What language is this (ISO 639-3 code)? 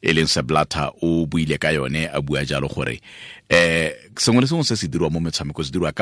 tsn